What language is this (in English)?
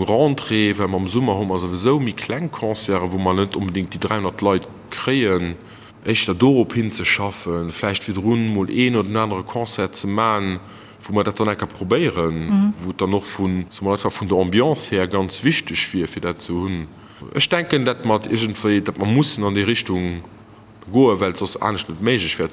Luxembourgish